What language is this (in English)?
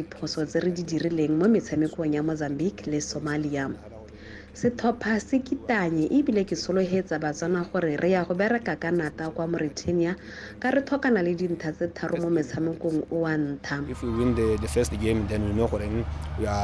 Tswana